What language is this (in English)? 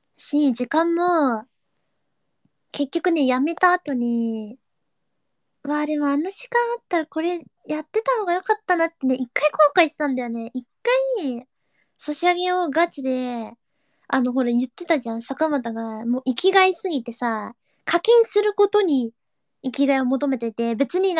Japanese